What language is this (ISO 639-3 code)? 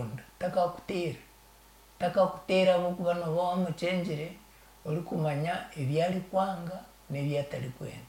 nyn